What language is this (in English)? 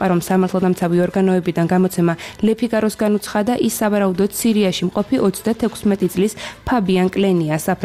Georgian